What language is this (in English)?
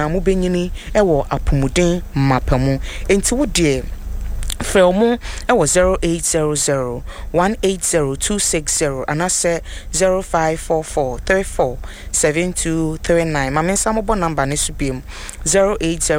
Akan